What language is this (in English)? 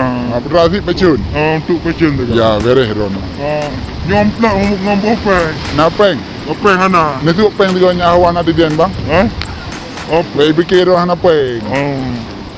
Achinese